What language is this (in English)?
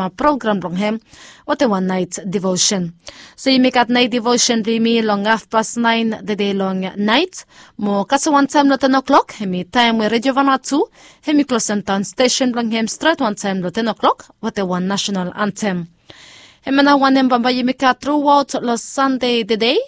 Bislama